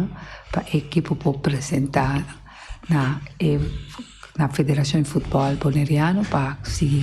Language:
Papiamento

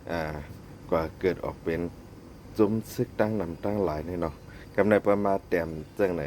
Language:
Shan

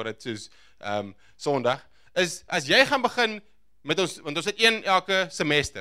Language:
Afrikaans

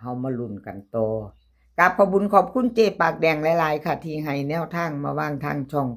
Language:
Northeastern Thai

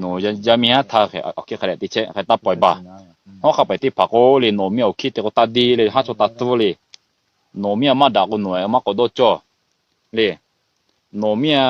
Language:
Lahu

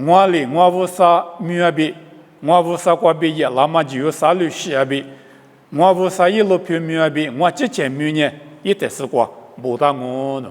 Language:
Lisu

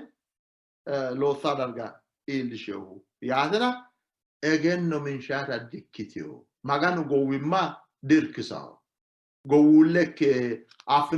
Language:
Sidamo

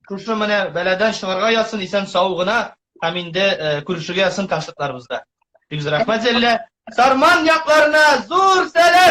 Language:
Tatar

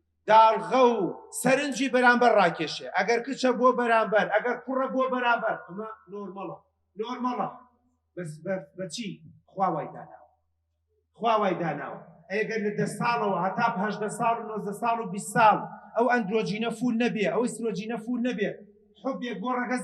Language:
Central Kurdish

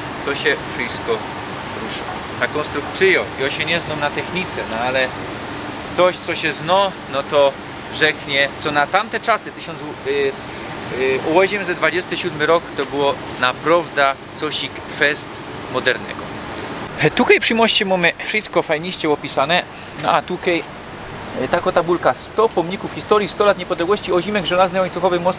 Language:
Silesian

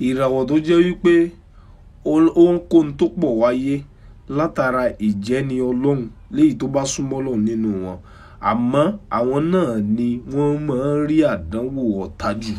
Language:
Yoruba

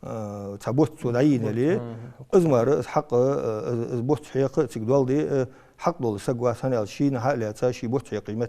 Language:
Ingush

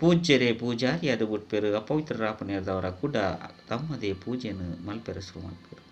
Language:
Tulu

